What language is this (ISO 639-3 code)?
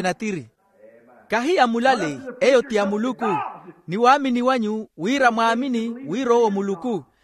vmw